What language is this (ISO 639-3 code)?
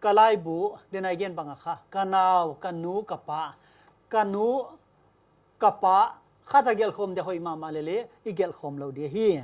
pck